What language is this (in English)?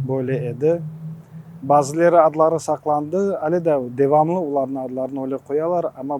Crimean Tatar